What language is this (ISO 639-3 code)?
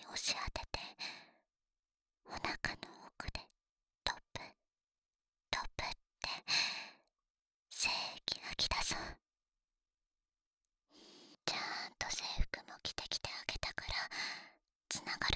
jpn